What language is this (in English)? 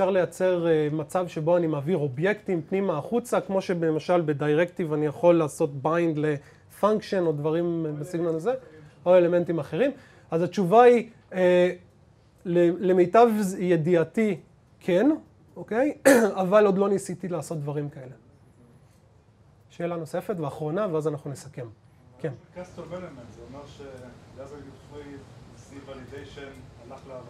Hebrew